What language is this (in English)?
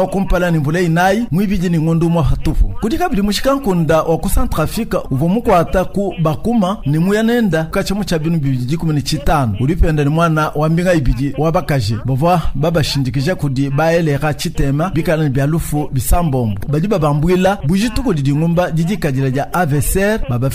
Luba-Lulua